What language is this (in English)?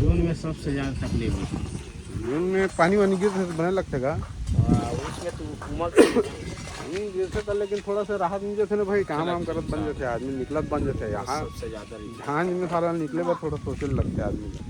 Chhattisgarhi